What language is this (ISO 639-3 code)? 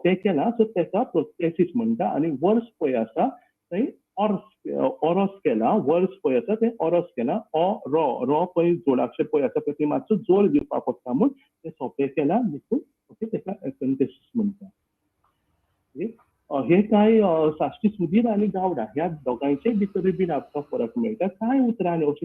kok